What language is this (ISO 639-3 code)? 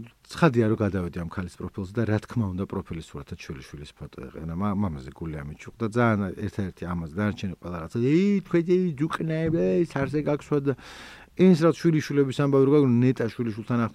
kat